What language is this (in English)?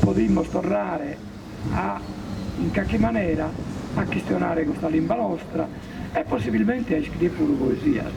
Sardinian